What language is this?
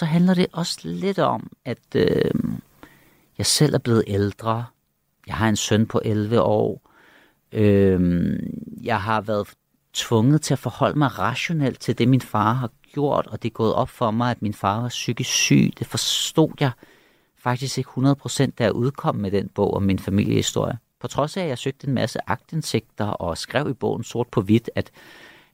Danish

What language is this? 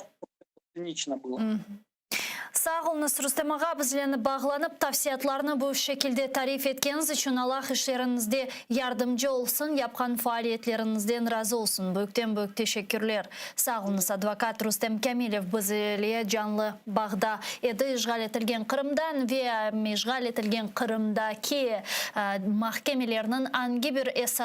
Crimean Tatar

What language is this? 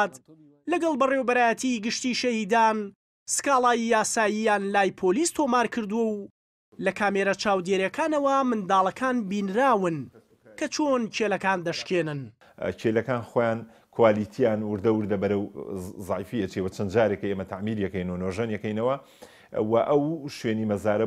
Central Kurdish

